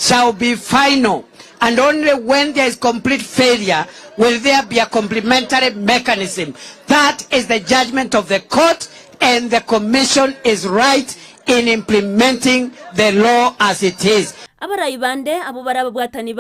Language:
Gusii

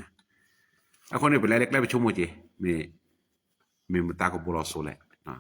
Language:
S'gaw Karen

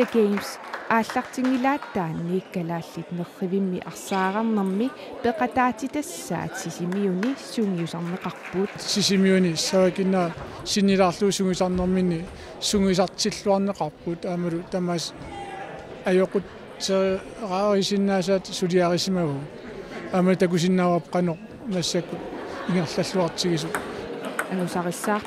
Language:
Kalaallisut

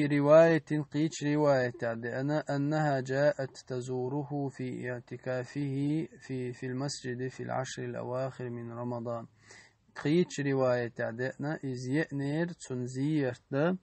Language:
Chechen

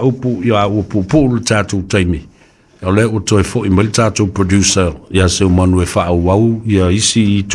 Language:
Samoan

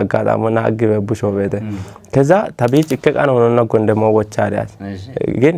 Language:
Kafa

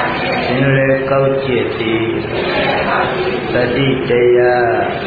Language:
Burmese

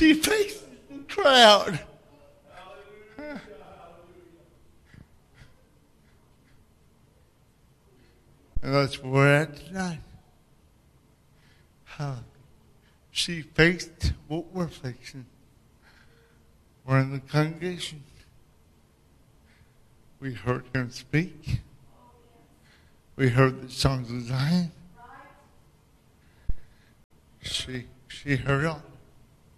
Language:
English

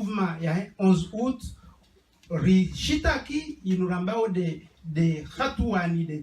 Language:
Ngazidja Comorian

